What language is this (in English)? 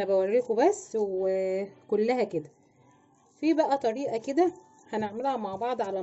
Egyptian Arabic